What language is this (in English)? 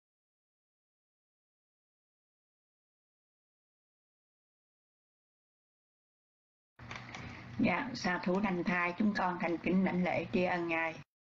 Vietnamese